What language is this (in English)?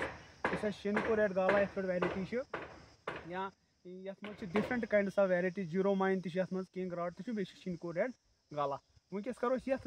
Kashmiri